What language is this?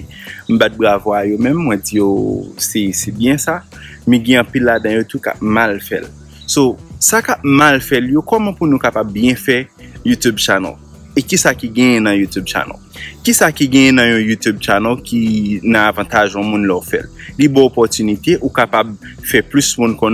Haitian Creole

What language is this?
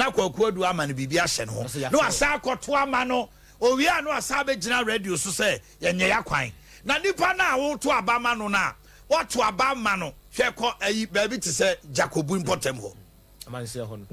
Akan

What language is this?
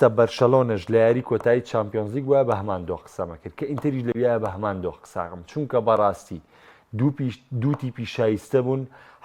Central Kurdish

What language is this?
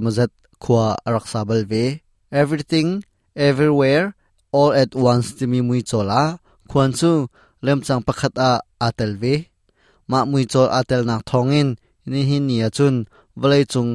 Hakha Chin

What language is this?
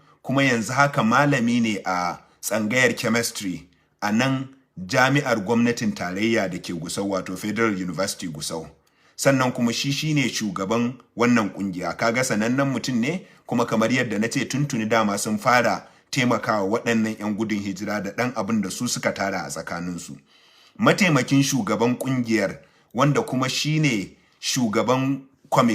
Hausa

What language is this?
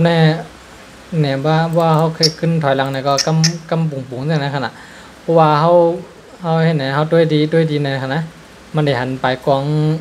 Shan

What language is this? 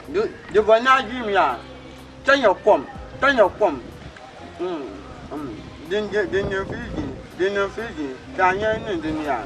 Dagbani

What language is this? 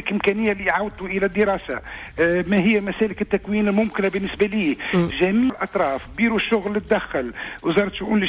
Tunisian Arabic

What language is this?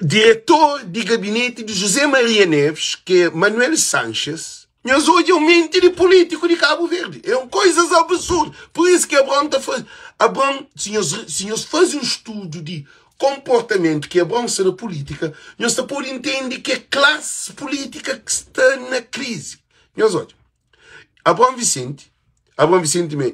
Kabuverdianu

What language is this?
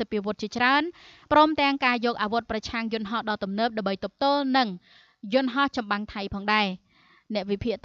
Khmer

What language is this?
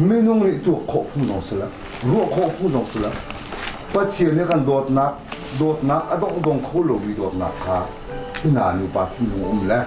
Hakha Chin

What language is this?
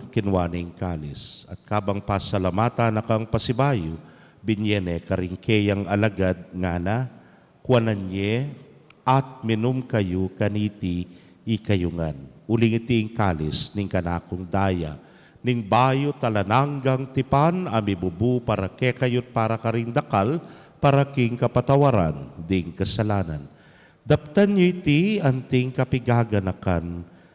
Pampanga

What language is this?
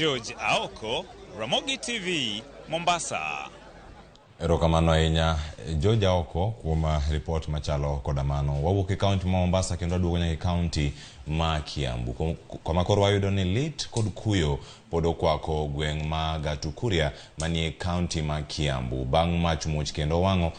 Luo (Kenya and Tanzania)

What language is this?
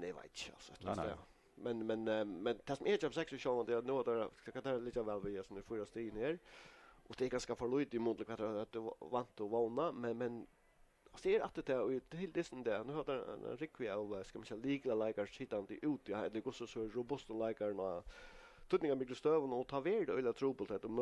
Faroese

